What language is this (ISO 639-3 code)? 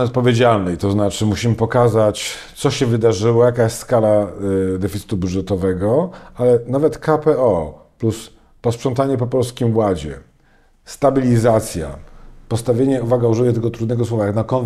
pol